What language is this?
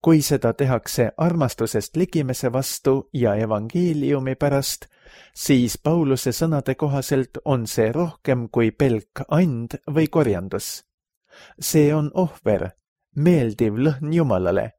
Estonian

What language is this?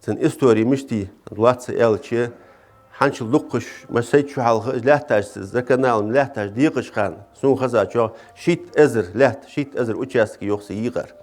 Ingush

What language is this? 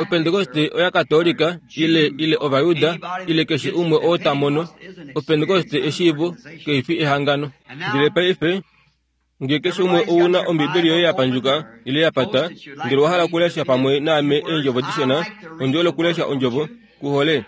Kuanyama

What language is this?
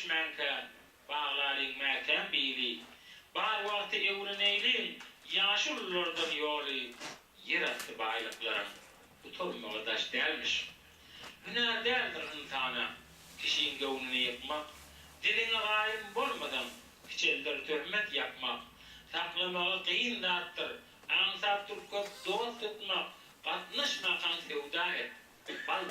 Turkmen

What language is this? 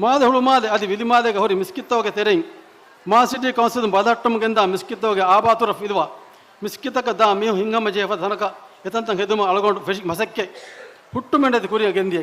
Divehi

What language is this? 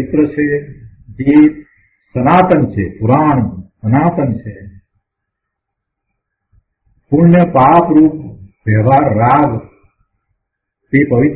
Gujarati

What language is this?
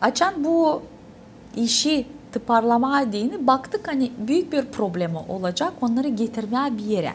Gagauz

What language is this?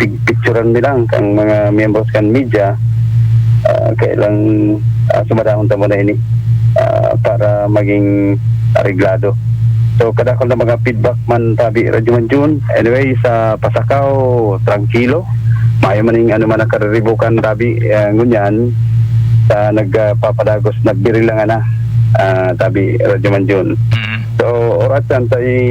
Bikol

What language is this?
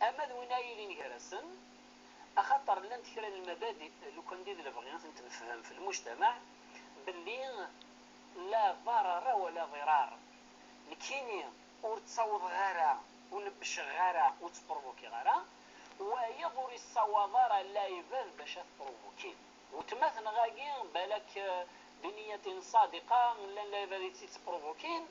Kabyle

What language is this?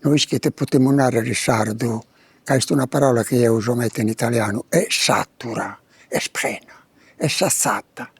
Sardinian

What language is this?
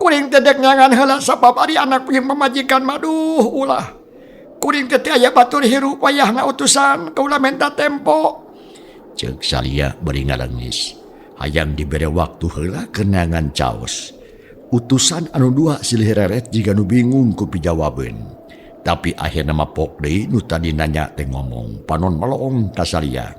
Sundanese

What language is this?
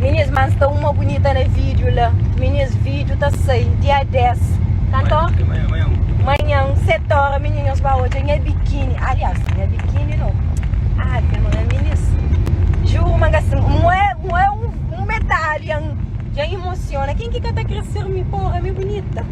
Kabuverdianu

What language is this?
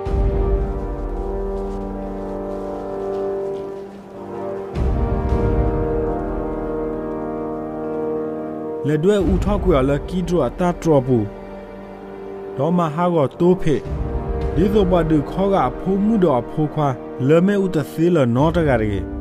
S'gaw Karen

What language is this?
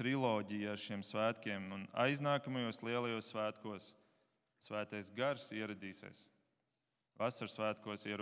Latvian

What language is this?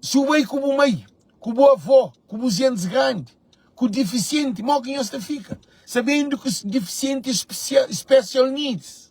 Kabuverdianu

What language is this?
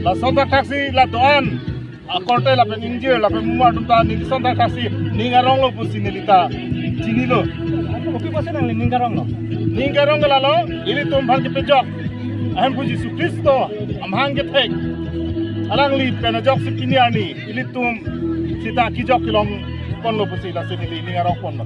Karbi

